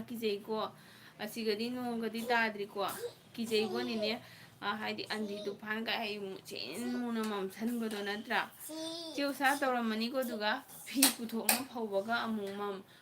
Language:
Manipuri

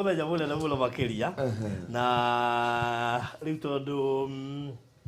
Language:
Kikuyu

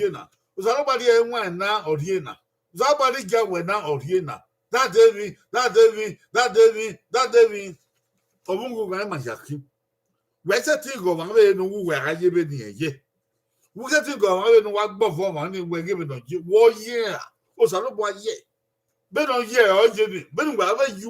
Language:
Bini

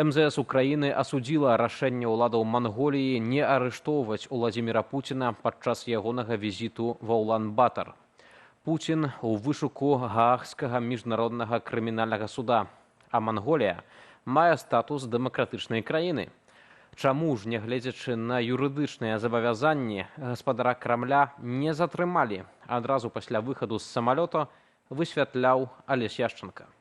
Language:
Belarusian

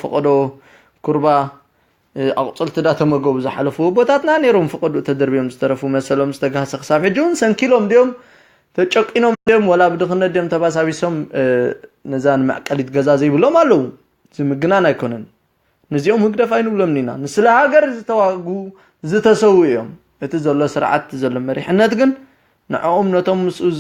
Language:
Tigrinya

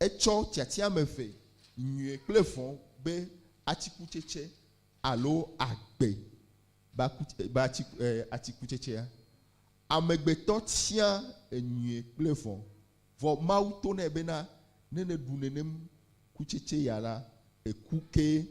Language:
Ewe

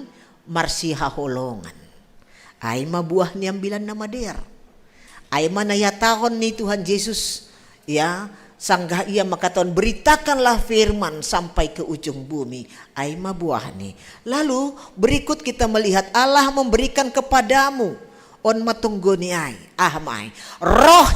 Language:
Batak Simalungun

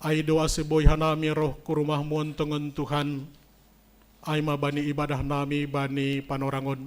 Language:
Batak Simalungun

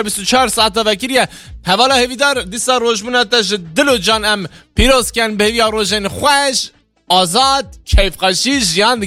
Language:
Kurdish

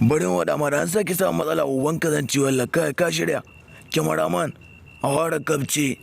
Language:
Hausa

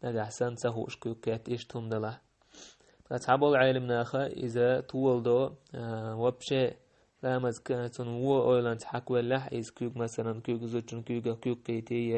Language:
Chechen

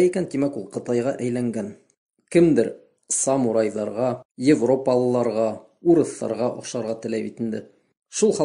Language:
Bashkir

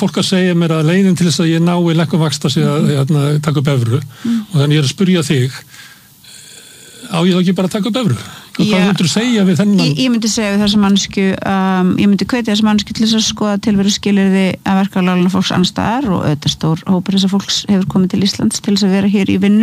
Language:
Icelandic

